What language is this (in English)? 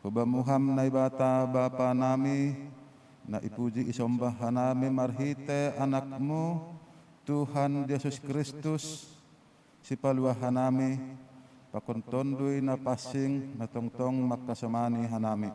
Batak Simalungun